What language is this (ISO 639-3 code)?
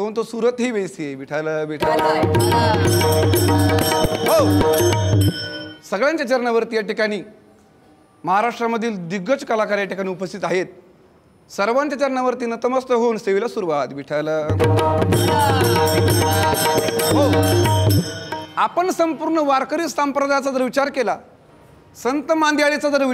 mar